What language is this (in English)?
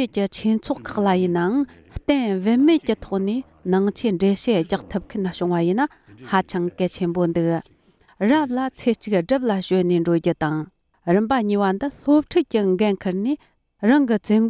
Tibetan